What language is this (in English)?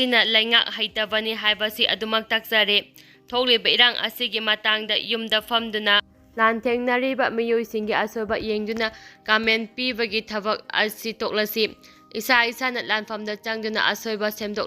Manipuri